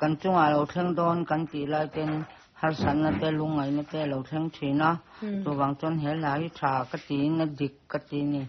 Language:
Mizo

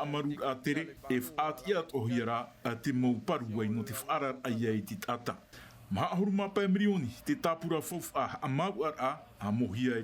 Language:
Tahitian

